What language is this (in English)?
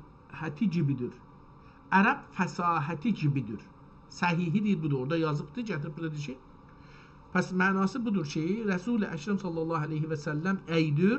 South Azerbaijani